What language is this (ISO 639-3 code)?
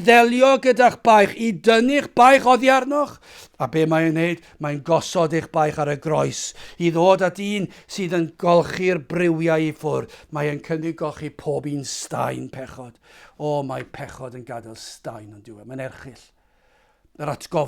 cym